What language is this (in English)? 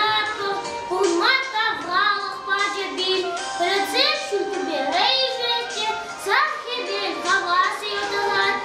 Chuvash